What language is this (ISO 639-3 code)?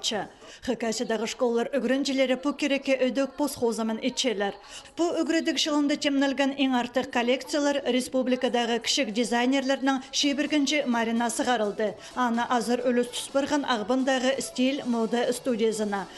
kjh